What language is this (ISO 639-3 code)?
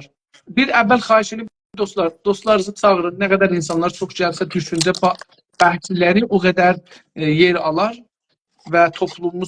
azb